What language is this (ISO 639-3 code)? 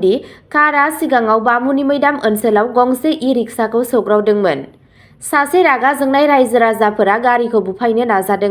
brx